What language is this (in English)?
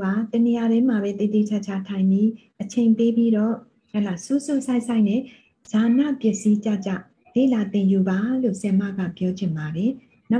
Burmese